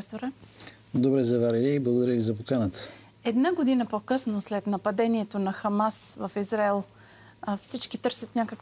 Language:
Bulgarian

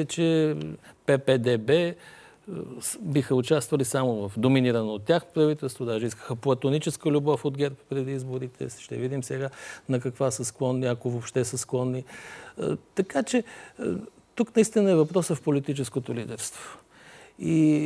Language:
Bulgarian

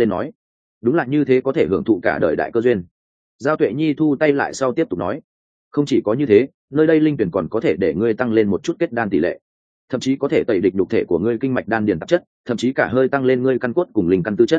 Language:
Vietnamese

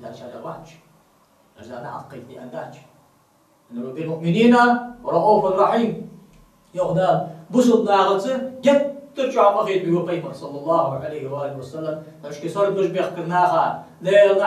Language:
Ingush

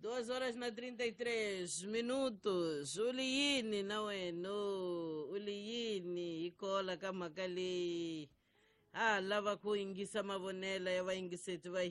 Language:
Tsonga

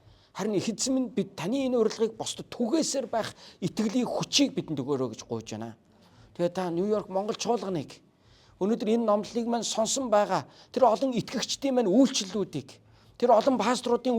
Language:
Mongolian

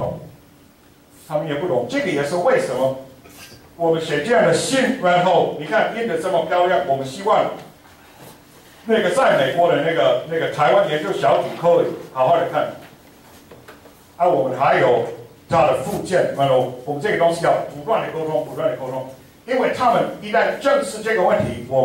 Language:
Chinese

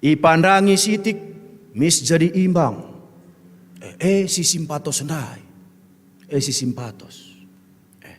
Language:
Batak Karo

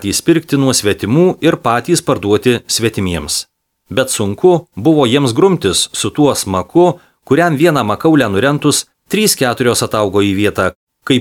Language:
Lithuanian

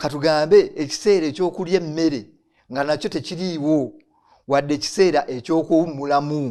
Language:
Ganda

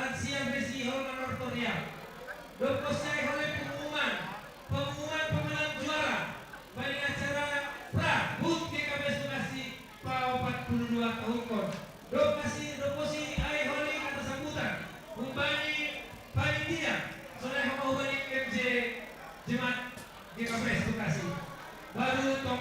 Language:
Batak Simalungun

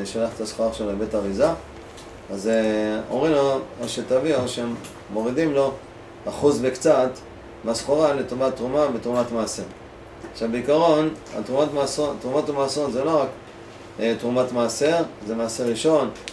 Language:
Hebrew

